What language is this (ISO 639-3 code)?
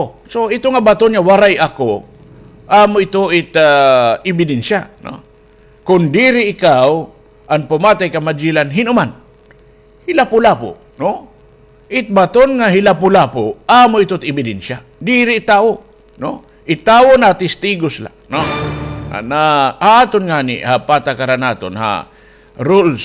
war